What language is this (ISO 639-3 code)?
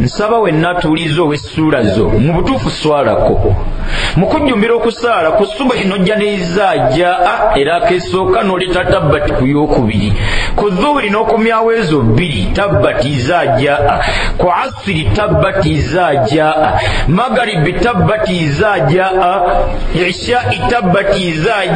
lug